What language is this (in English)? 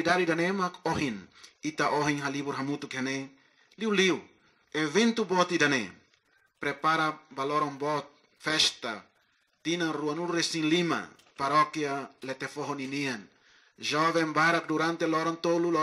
Tetum